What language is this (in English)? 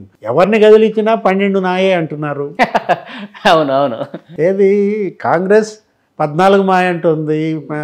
Telugu